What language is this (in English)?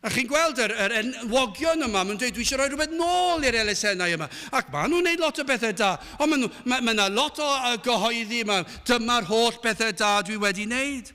Welsh